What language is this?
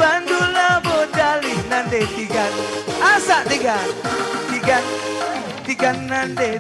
Batak Karo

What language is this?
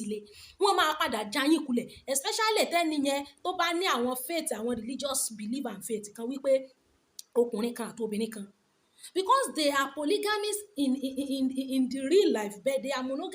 Yoruba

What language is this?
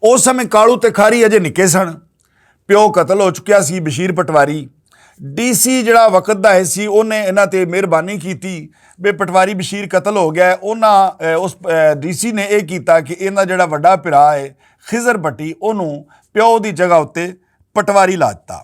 Western Panjabi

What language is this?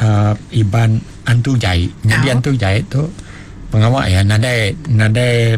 Iban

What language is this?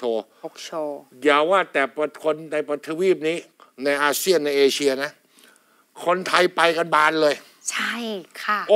Thai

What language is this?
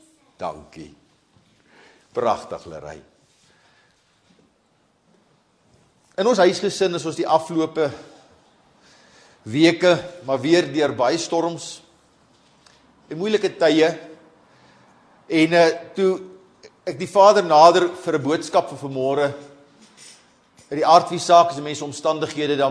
Afrikaans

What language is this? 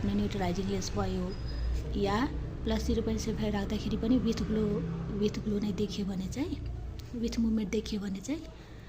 Nepali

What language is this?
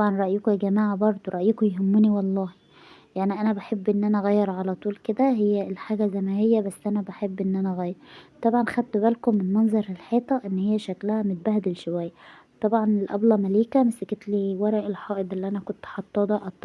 Egyptian Arabic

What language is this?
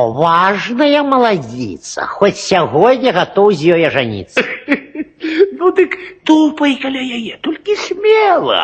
Belarusian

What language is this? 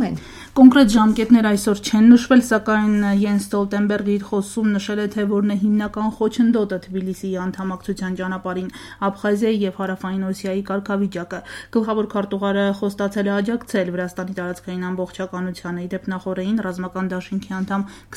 Armenian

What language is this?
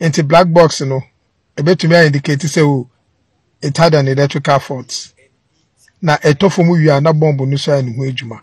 Akan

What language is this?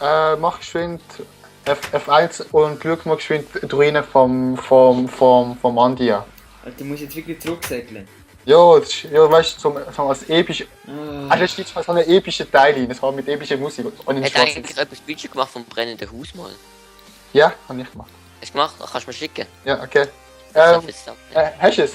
Swiss German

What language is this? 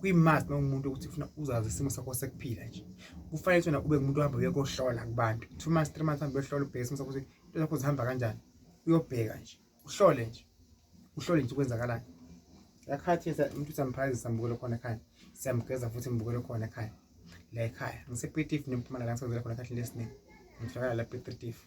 Zulu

